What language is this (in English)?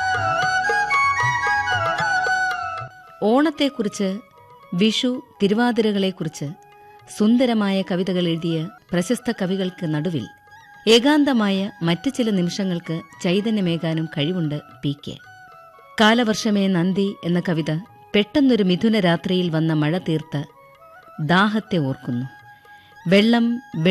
Malayalam